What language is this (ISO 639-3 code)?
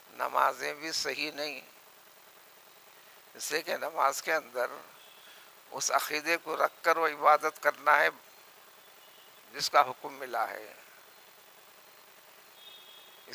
urd